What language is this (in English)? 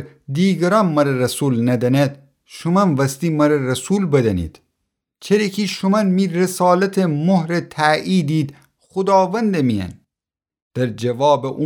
Gilaki